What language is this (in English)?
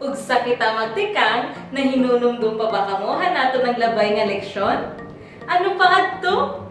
Waray